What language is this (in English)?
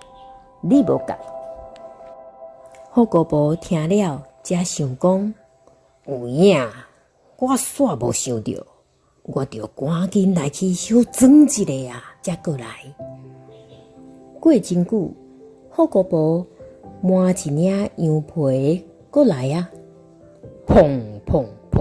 Min Nan Chinese